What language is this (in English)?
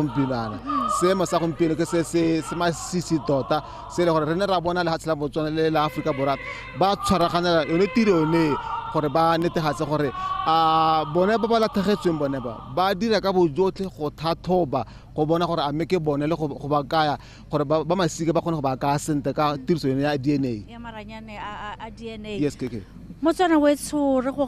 Tswana